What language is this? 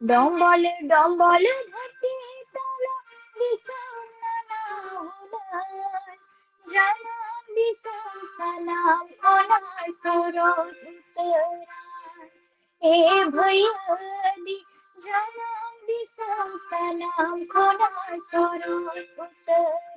Santali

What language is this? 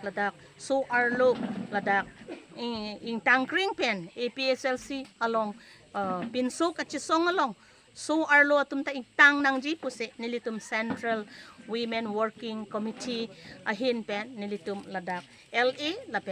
Karbi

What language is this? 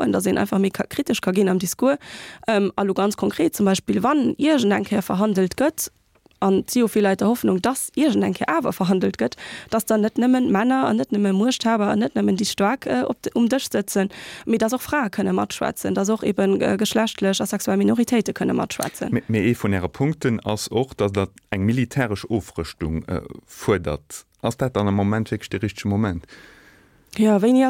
Luxembourgish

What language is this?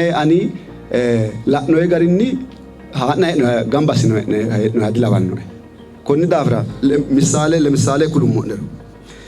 Sidamo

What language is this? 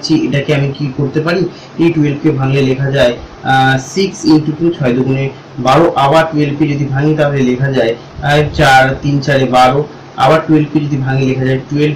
Bangla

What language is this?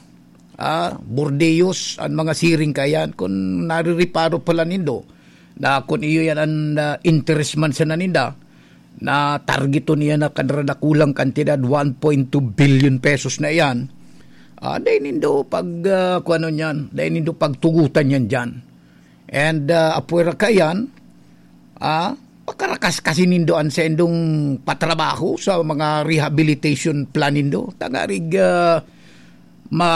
Bikol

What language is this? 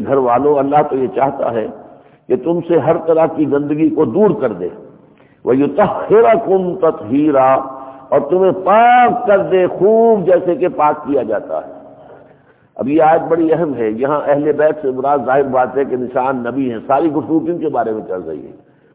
Urdu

